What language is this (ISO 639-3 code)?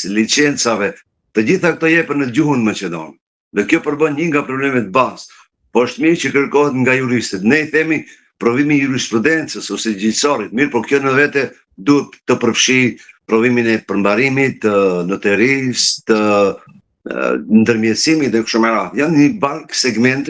sqi